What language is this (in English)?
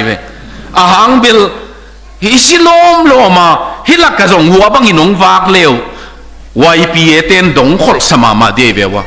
Tedim Chin